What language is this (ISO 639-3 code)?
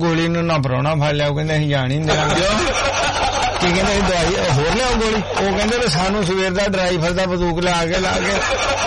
pan